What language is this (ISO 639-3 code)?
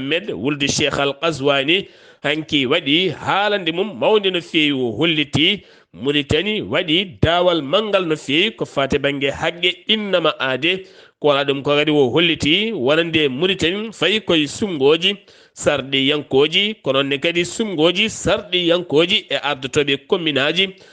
ful